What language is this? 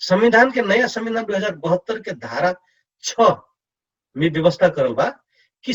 Dangaura Tharu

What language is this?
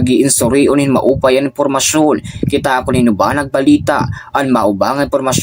Waray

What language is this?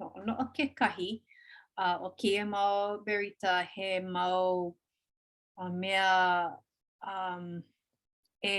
Hawaiian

